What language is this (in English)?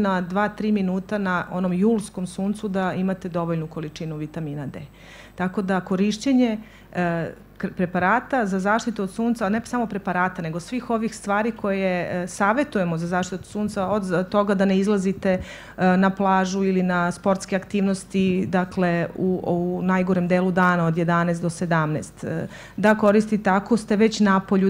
Serbian